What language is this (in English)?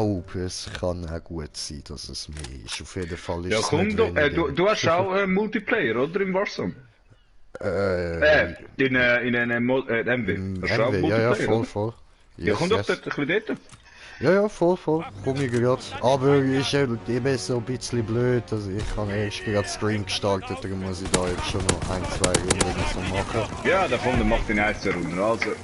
Swiss German